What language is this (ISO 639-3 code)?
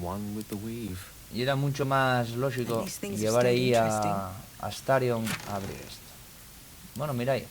ast